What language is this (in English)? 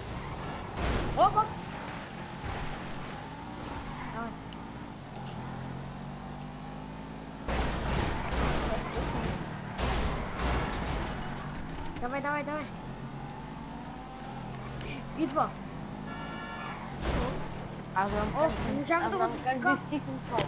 Bulgarian